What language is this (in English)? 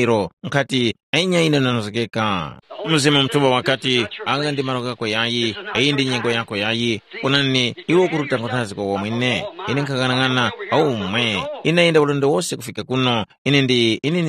Tumbuka